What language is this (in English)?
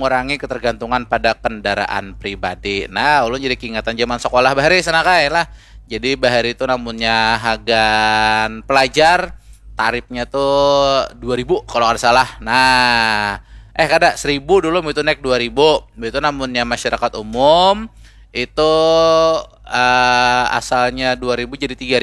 Banjar